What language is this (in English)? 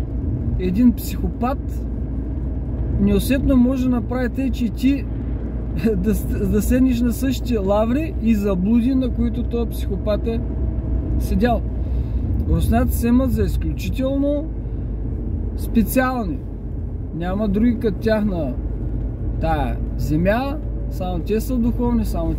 Bulgarian